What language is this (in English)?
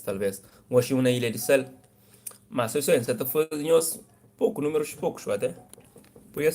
Kabuverdianu